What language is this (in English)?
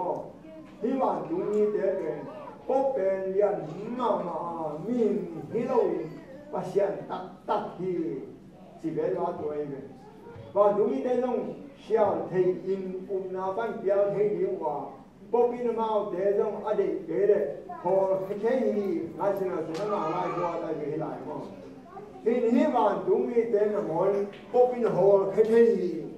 Tedim Chin